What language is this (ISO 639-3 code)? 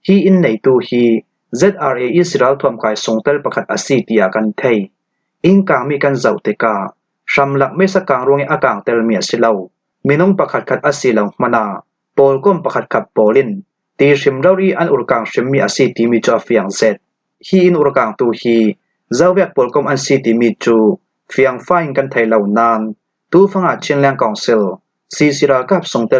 cfm